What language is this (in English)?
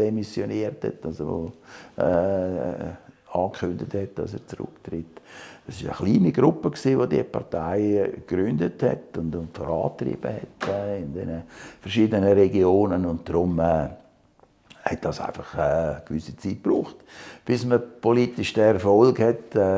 Swiss German